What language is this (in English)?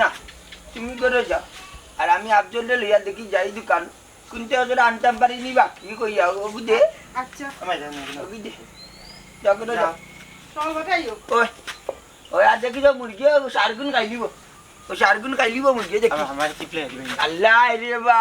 Sylheti